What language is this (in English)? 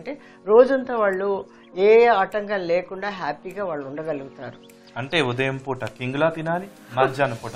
Telugu